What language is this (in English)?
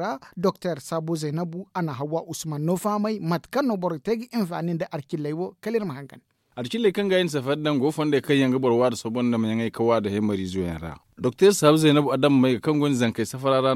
Zarma